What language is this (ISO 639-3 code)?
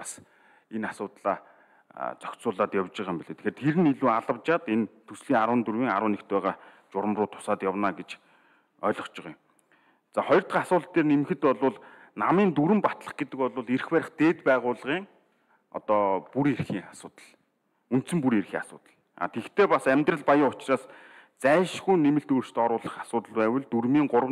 mon